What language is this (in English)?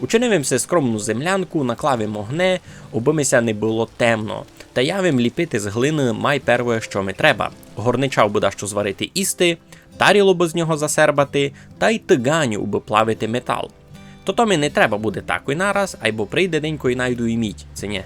Rusyn